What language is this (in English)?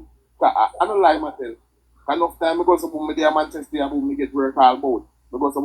Jamaican Creole English